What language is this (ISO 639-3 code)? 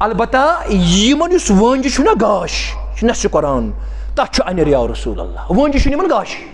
kas